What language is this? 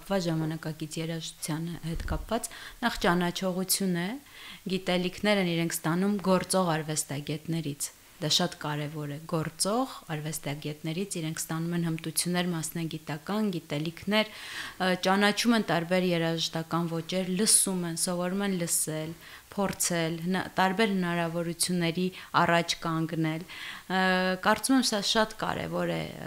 Armenian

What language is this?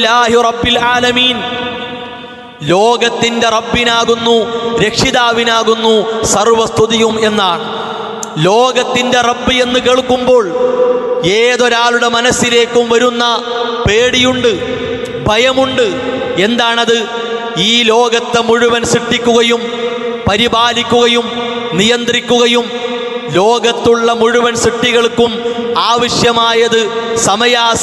Malayalam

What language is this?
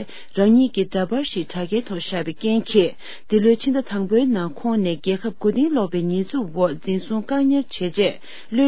Tibetan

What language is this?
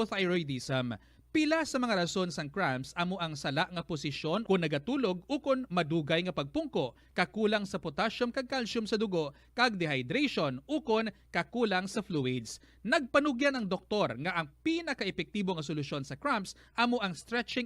Hiligaynon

